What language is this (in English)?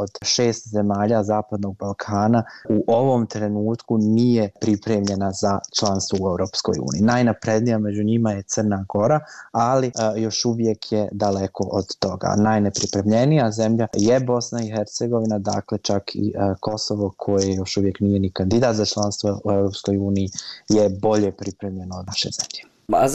Bosnian